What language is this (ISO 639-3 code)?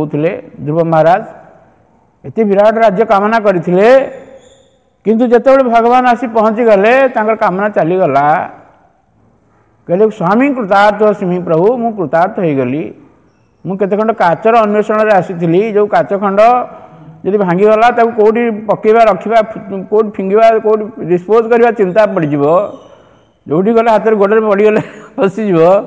ori